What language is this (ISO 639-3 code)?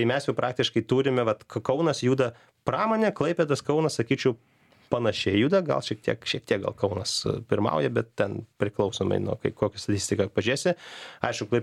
lit